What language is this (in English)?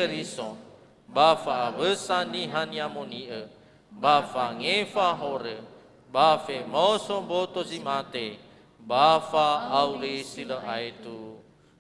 Nias